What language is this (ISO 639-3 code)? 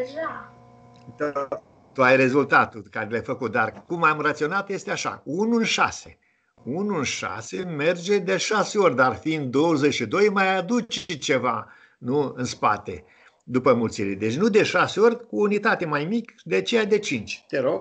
ron